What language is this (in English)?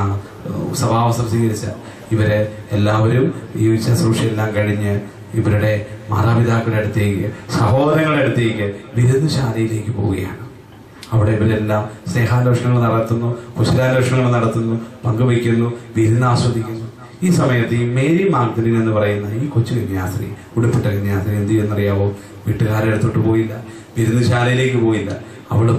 Malayalam